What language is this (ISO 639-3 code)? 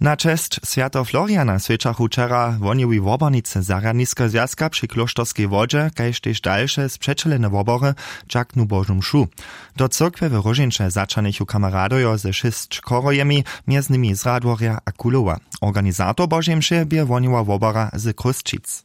hsb